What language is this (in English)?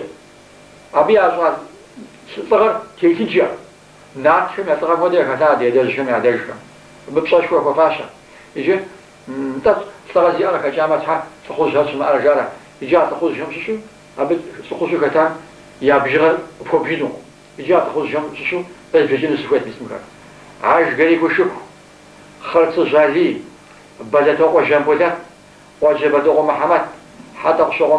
Kabardian